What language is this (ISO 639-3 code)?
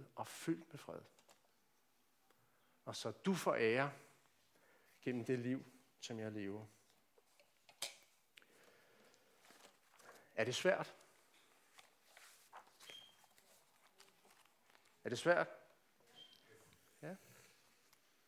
dan